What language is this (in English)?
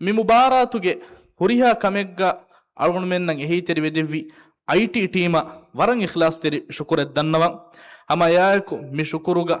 Divehi